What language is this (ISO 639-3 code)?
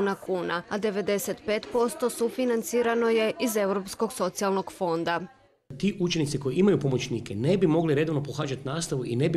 hrv